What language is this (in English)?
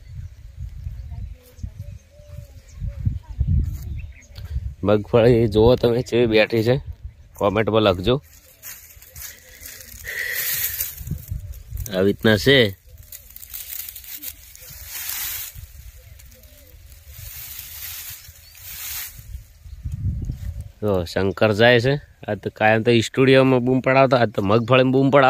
Gujarati